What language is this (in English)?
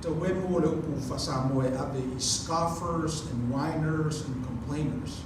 Samoan